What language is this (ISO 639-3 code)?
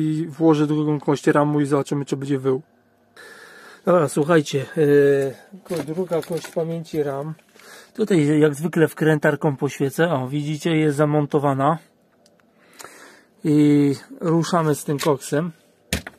pol